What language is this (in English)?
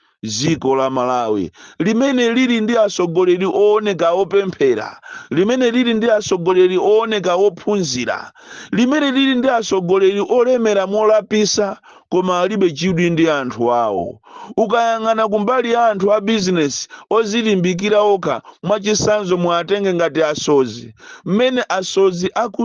Nyanja